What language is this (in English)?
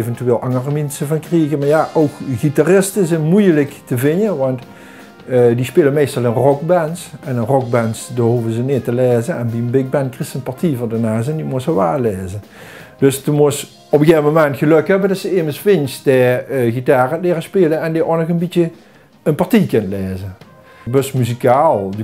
Limburgish